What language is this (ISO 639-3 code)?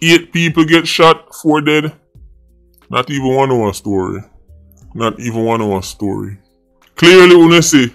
jam